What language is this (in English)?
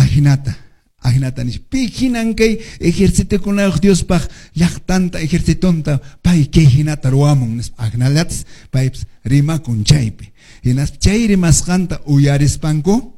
Quechua